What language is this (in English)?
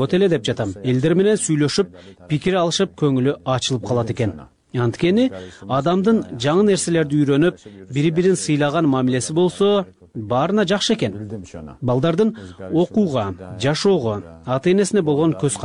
Kyrgyz